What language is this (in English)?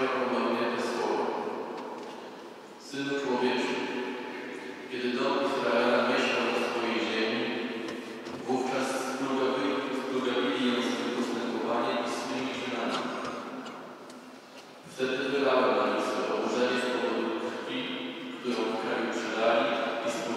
Polish